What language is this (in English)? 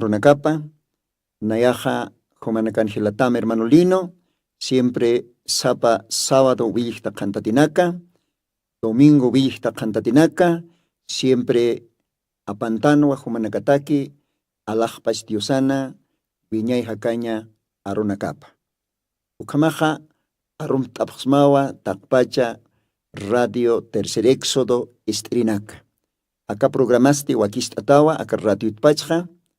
Aymara